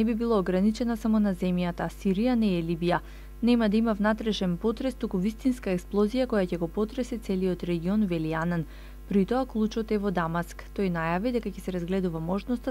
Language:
Macedonian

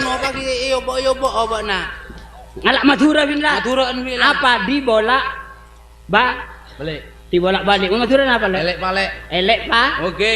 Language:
Madurese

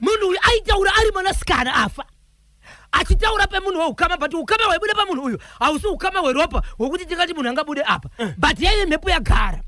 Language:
Shona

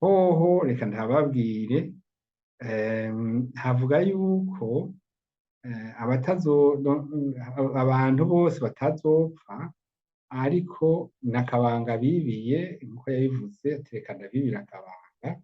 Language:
Rundi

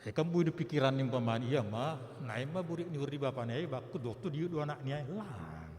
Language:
Batak Simalungun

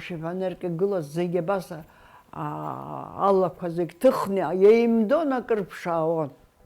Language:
Abkhazian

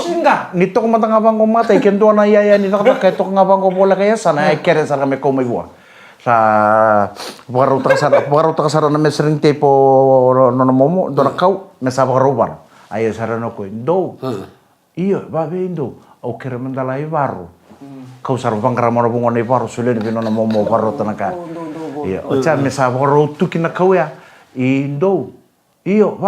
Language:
Fijian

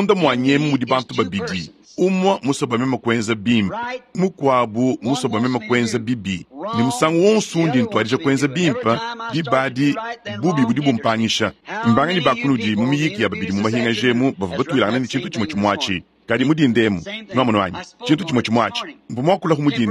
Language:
Luba-Lulua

